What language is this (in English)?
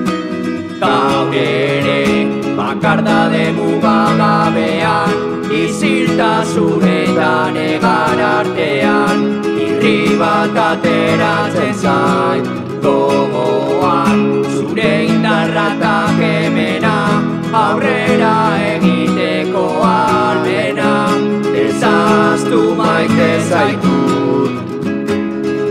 Basque